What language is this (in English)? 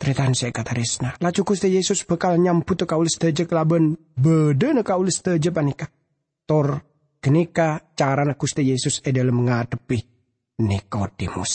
Madurese